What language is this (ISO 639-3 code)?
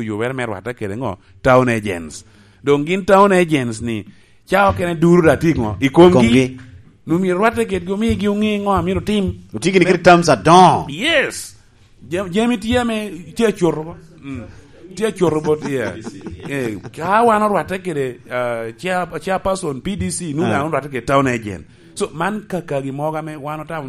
laj